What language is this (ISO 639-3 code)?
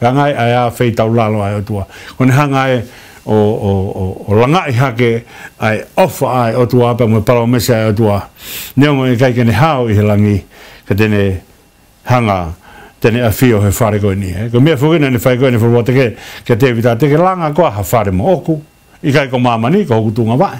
ton